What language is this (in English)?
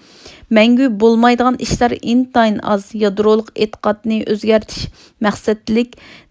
Uyghur